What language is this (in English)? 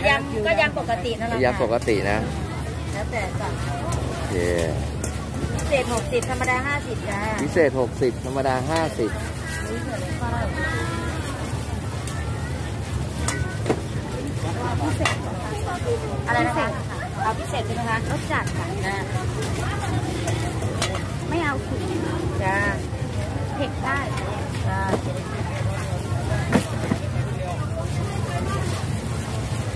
Thai